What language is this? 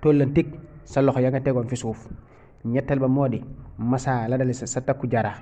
Wolof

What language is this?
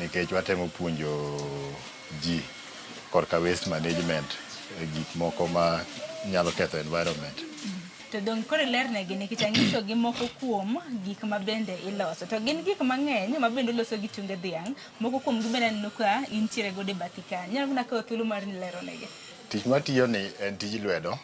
Luo (Kenya and Tanzania)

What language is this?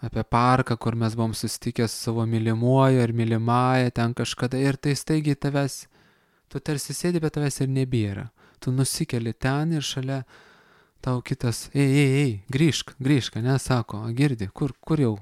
Lithuanian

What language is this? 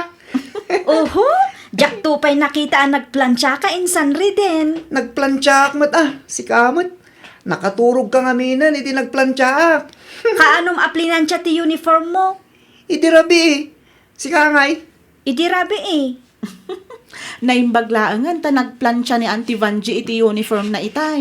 Iloko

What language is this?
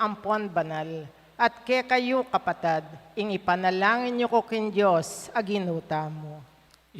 Pampanga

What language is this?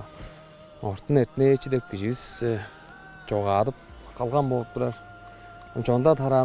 Tuvinian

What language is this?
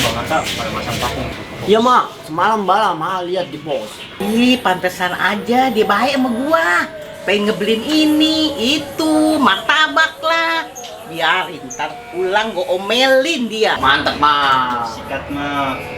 Betawi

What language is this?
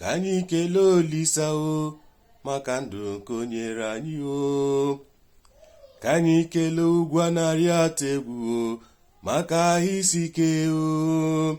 Igbo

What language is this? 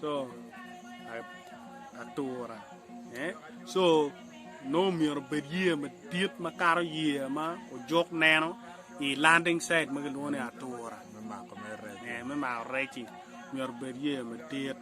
Acoli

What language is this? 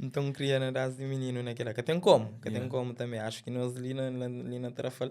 Kabuverdianu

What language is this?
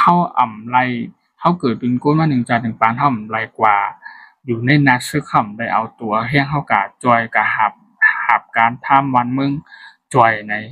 Shan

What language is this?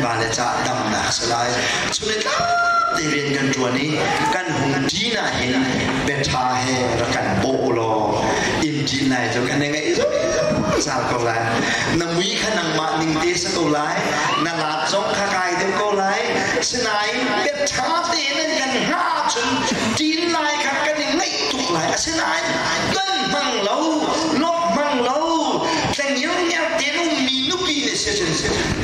Hakha Chin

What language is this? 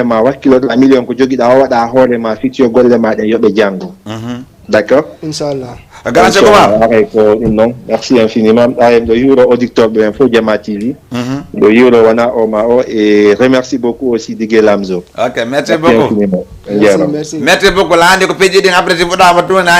Fula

